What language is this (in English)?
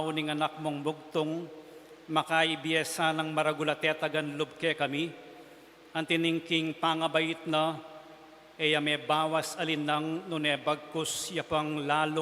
Pampanga